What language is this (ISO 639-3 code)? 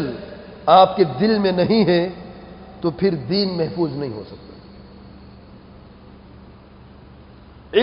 urd